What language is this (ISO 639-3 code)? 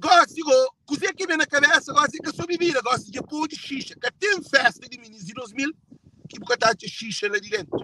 kea